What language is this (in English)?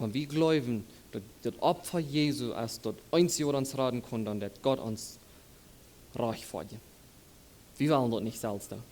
Plautdietsch